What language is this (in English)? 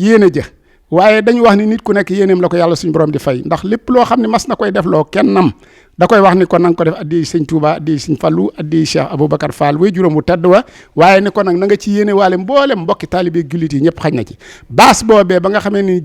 Wolof